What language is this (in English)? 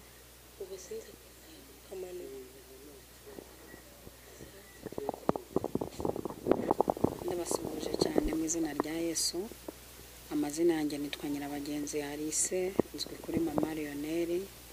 Kinyarwanda